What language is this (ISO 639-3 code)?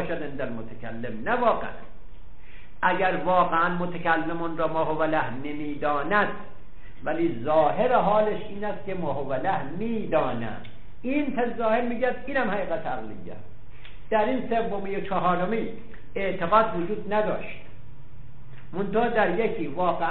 fas